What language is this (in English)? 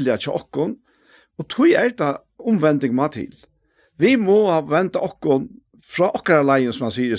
Faroese